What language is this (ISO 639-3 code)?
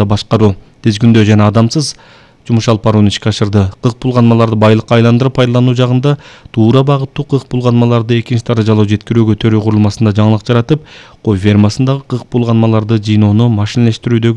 kir